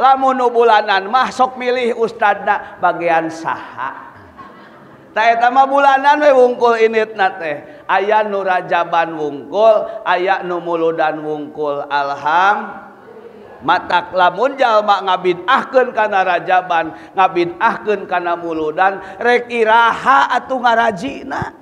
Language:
Sundanese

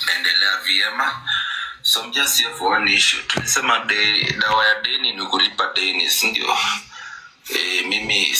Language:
Swahili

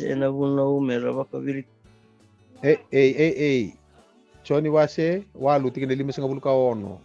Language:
Fijian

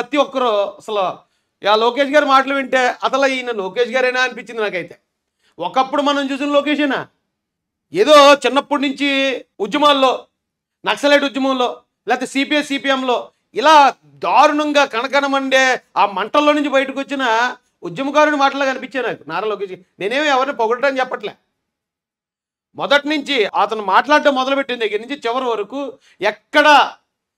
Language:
Telugu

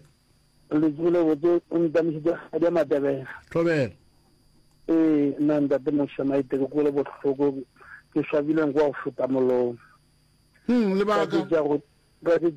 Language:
Northern Sotho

